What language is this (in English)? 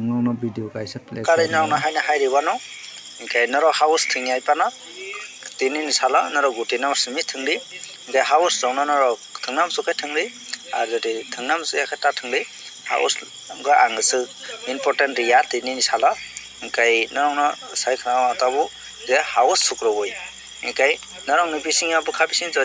Kok Borok